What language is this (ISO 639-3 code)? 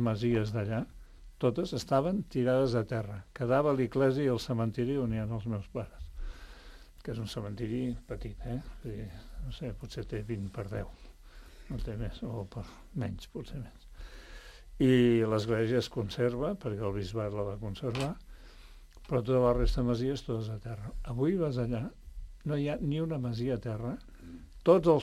cat